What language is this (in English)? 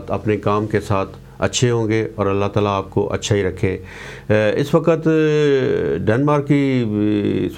Urdu